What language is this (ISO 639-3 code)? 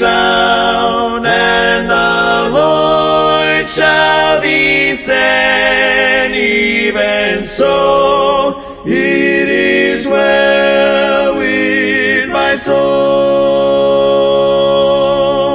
eng